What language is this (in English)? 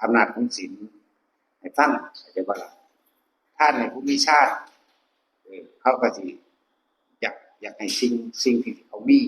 Northeastern Thai